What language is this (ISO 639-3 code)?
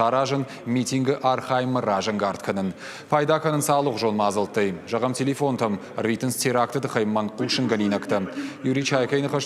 oss